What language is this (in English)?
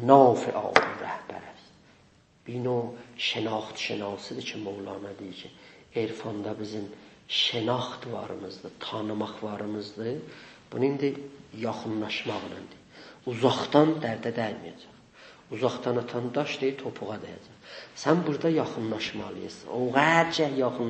South Azerbaijani